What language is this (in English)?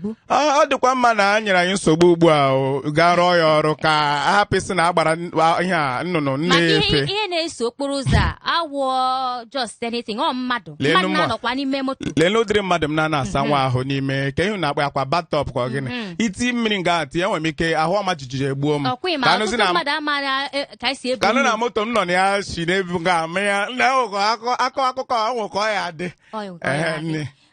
Igbo